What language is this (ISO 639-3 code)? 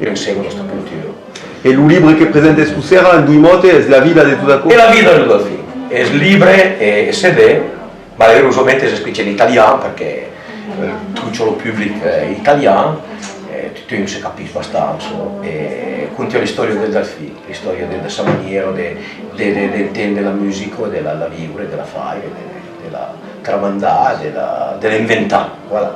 oci